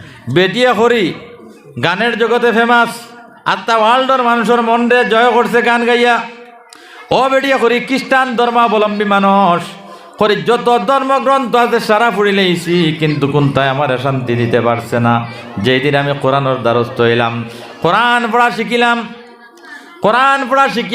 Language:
Sylheti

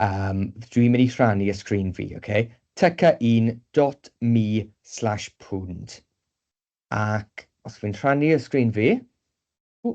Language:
Welsh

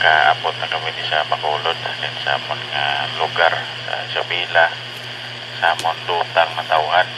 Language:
Hiligaynon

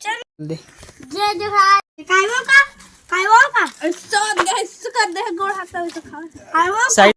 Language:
Chhattisgarhi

